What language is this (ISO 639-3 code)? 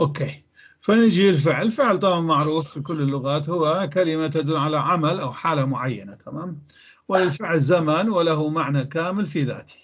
apc